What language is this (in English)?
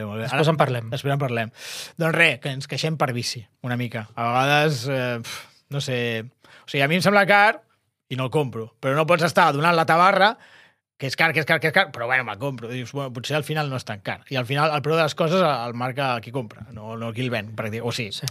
Catalan